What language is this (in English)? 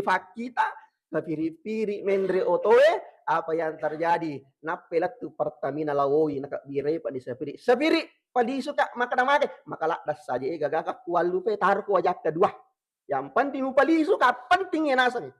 Buginese